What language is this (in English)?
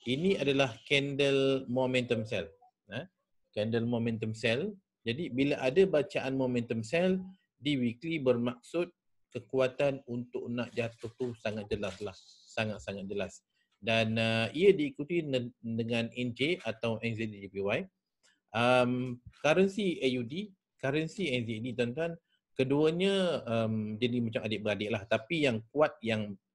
Malay